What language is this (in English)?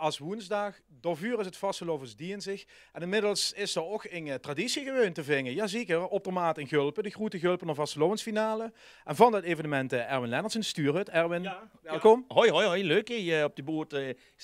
Limburgish